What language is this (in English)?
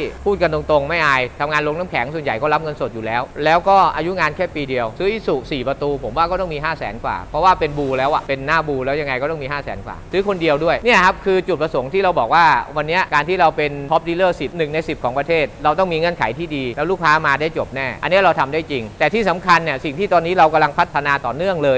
Thai